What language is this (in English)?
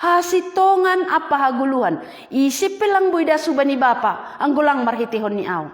Batak Simalungun